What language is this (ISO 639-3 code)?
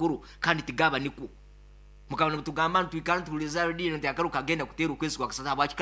nyo